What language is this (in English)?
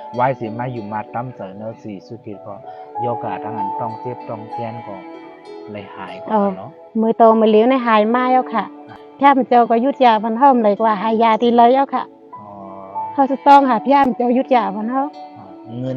Shan